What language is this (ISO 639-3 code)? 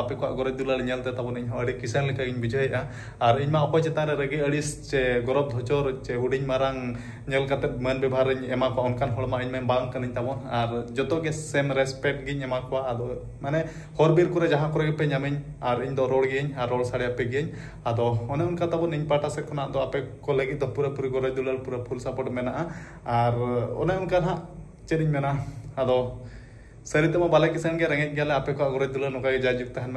sat